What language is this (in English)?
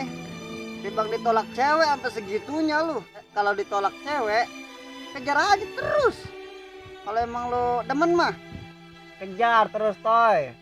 Betawi